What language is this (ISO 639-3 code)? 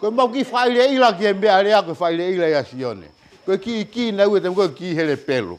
ton